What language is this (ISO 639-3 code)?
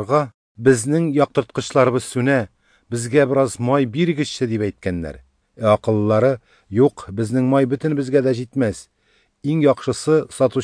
tat